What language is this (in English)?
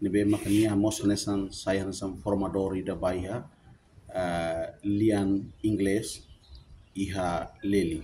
Tetum